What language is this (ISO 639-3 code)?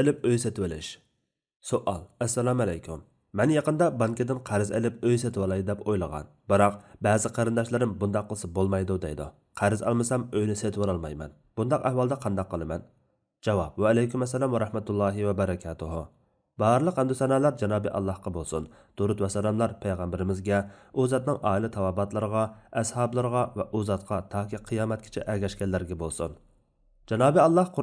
uig